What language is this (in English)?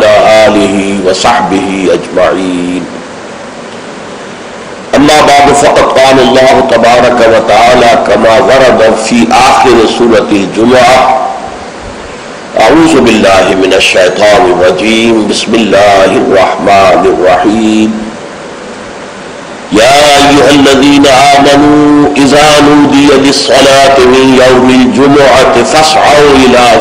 Urdu